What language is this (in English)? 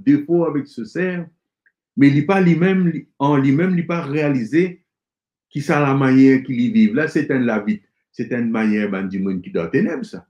Morisyen